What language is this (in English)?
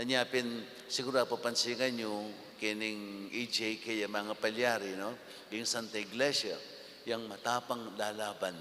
Pampanga